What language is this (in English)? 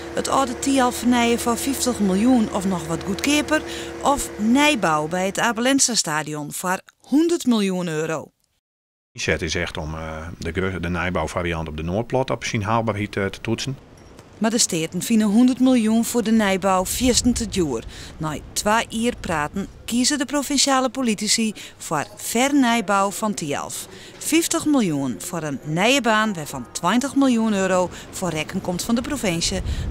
Western Frisian